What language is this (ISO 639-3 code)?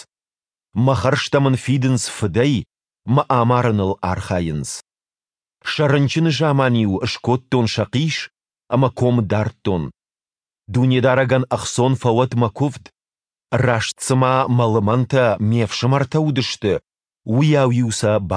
oss